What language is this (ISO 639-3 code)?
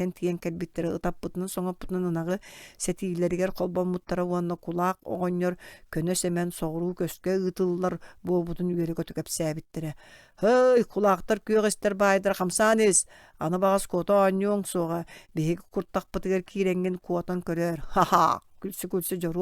sah